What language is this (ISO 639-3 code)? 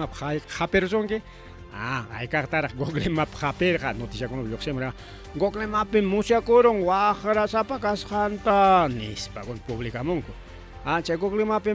quy